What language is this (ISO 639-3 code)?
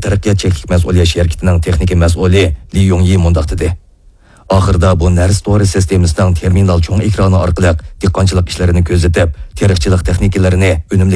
uig